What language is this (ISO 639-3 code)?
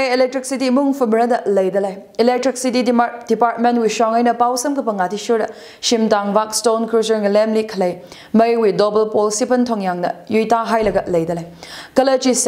nmf